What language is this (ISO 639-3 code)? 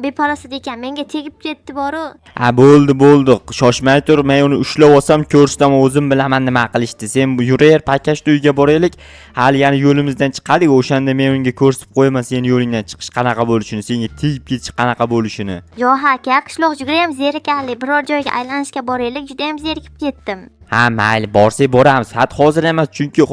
uzb